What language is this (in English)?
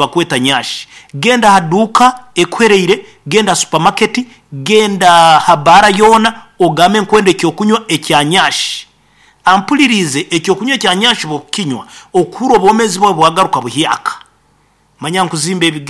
Nyankole